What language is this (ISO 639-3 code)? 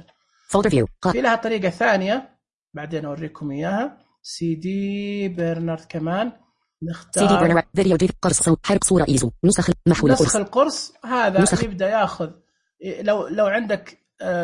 ars